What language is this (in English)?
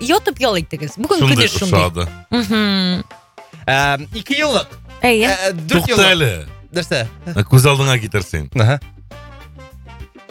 Tatar